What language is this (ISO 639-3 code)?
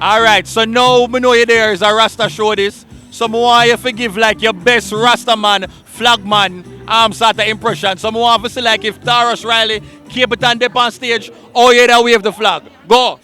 jam